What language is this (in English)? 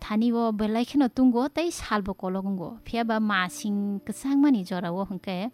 Kok Borok